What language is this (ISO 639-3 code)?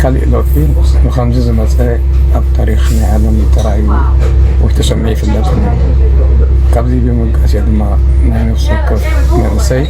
tir